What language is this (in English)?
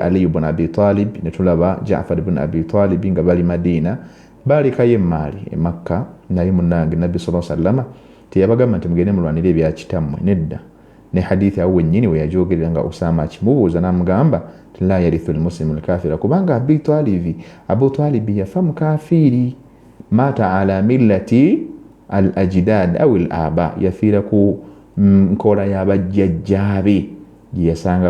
Ganda